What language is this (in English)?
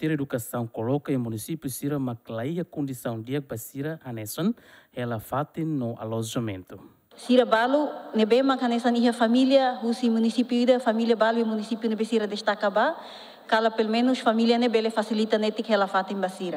Tetum